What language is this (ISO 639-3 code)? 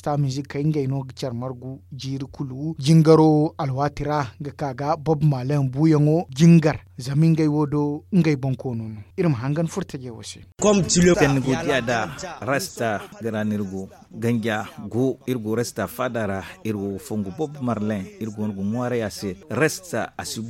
dje